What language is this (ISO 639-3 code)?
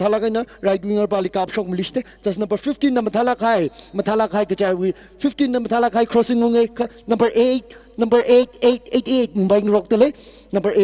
nmf